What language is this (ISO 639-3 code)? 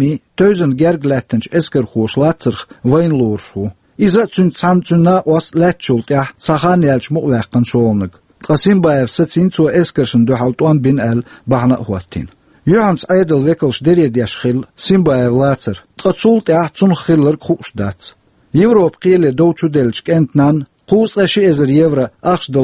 che